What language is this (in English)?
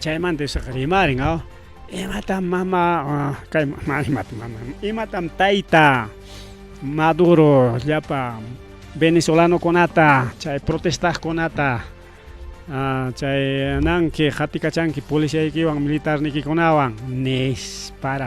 Ayacucho Quechua